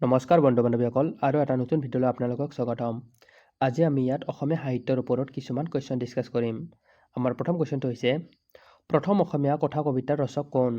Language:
Assamese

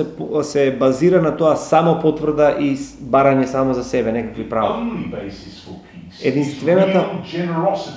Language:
Macedonian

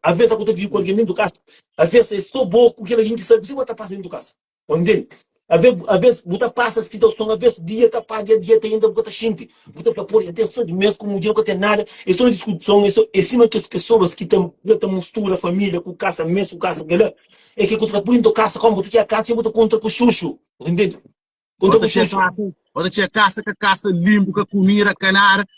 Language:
Kabuverdianu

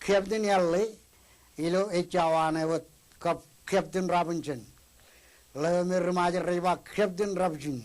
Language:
Marshallese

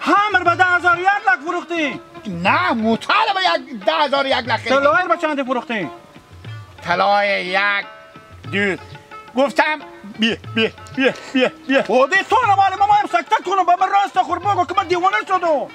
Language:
Hazaragi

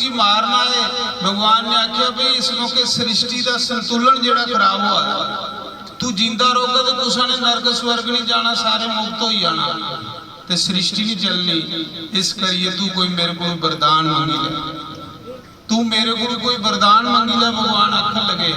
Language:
Dogri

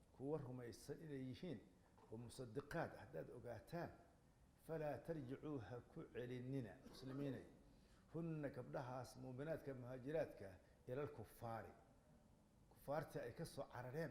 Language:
Somali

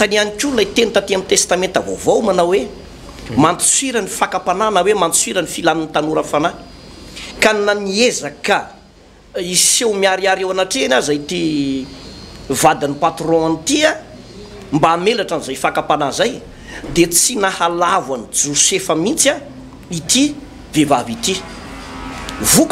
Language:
Malagasy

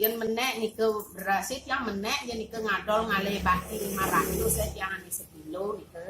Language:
Balinese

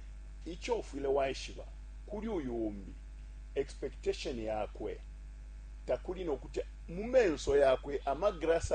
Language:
Bemba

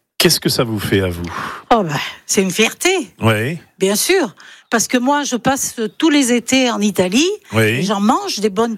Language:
French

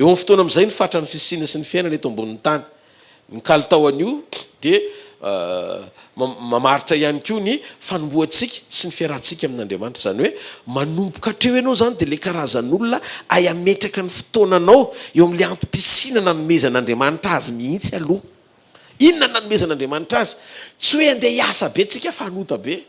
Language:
Malagasy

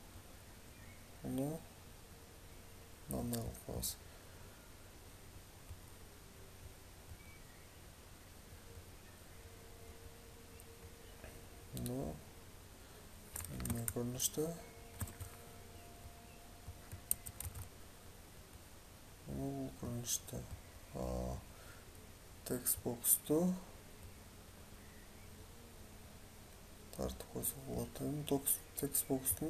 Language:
Kazakh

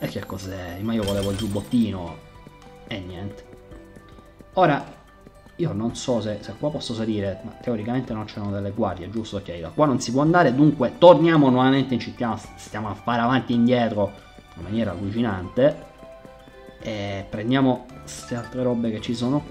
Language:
Italian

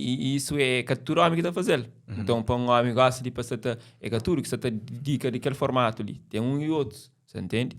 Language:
Kabuverdianu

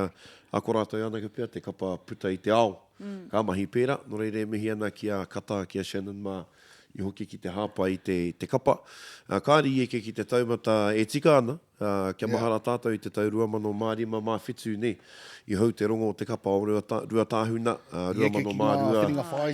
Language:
Māori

